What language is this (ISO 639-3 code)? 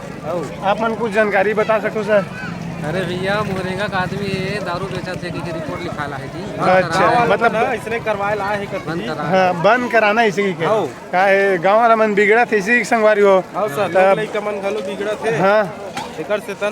hne